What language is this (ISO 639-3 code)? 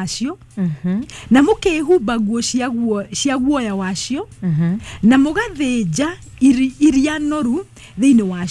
kik